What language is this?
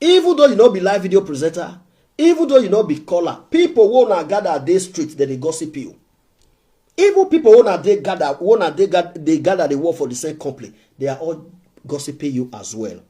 Nigerian Pidgin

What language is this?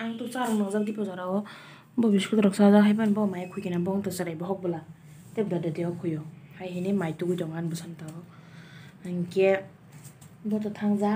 Kok Borok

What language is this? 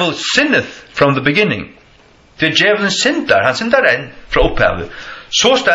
Faroese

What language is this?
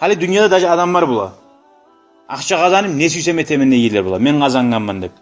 Kumyk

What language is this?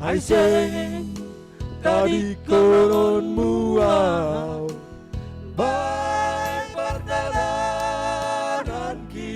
Batak Simalungun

